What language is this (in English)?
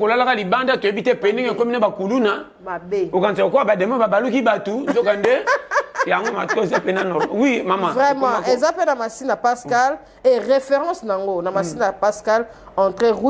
Lingala